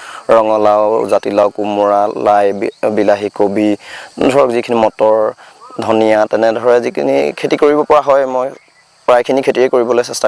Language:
Assamese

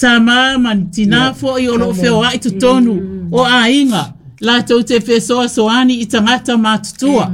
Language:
Samoan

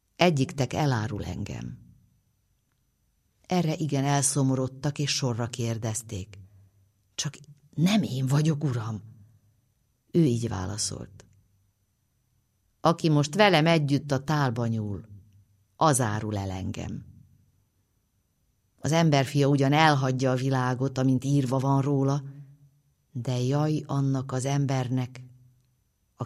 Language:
Hungarian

